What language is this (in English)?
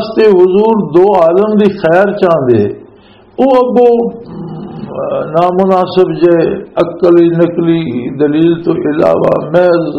Western Panjabi